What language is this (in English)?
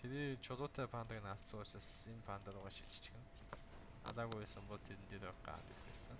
Mongolian